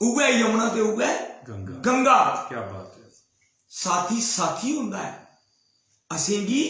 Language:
Dogri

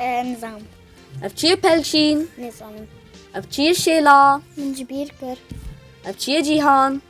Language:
Kurdish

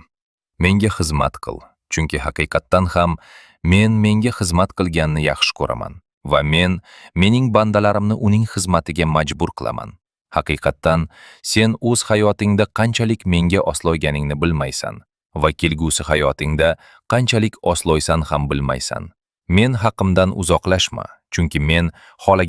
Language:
Uzbek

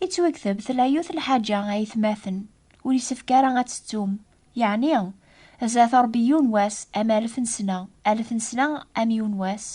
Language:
Kabyle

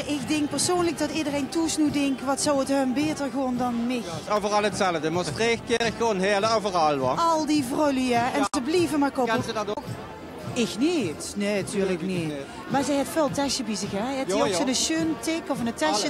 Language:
Limburgish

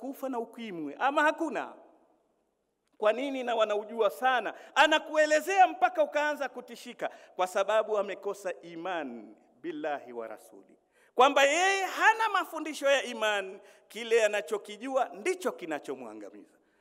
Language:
Swahili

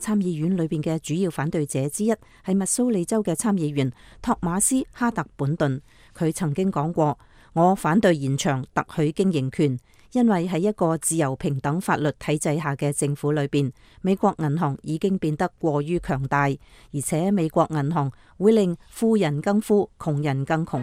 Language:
Cantonese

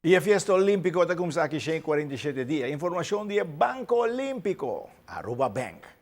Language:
Papiamento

